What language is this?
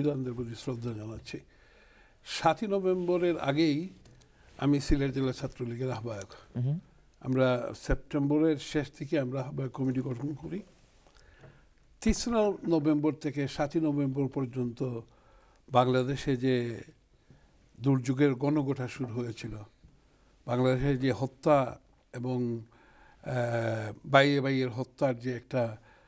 Bangla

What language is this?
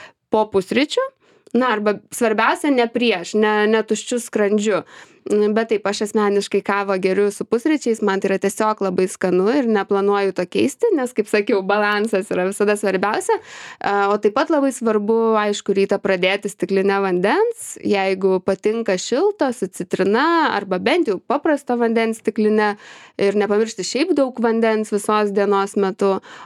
Lithuanian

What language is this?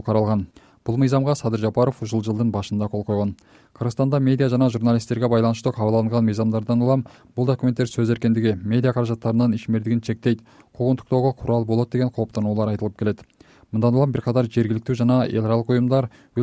Kyrgyz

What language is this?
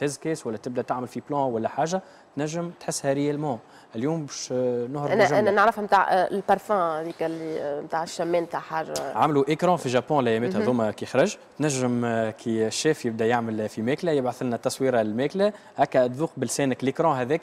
Tunisian Arabic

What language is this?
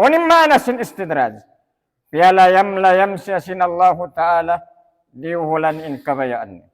Tausug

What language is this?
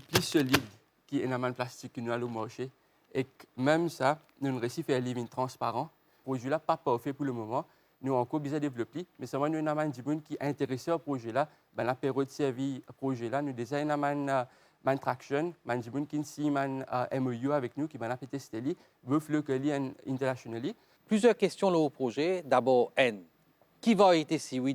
Morisyen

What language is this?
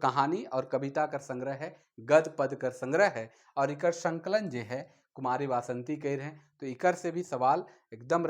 Sadri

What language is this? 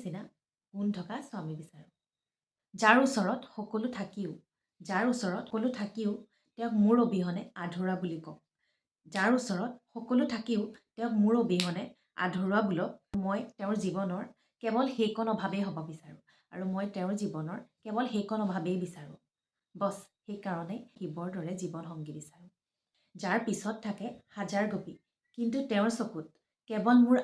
Assamese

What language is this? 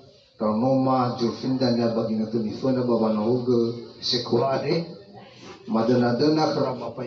Nias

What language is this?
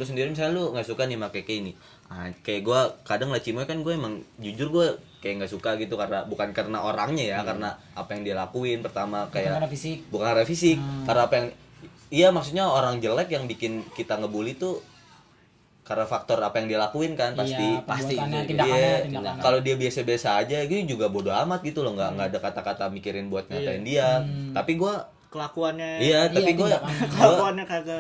Indonesian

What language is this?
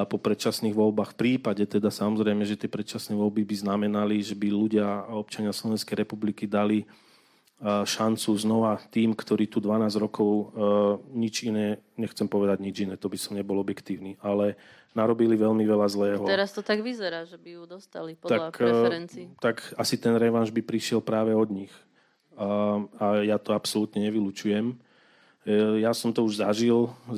Slovak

